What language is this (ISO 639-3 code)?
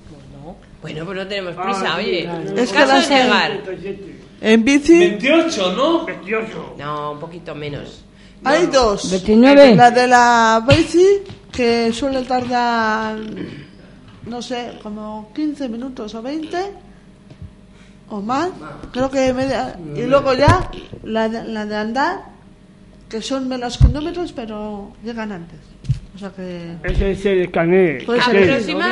spa